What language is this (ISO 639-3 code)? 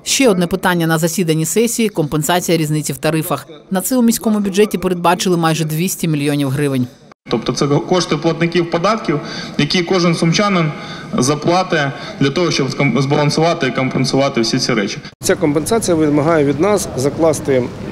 ukr